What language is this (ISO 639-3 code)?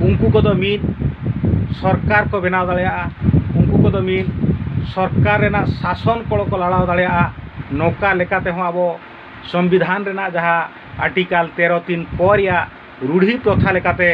sat